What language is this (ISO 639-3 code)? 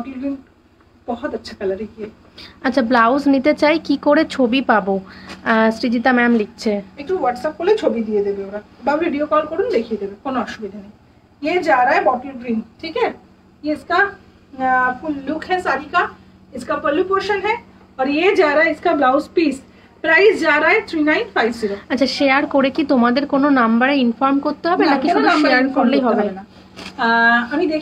ben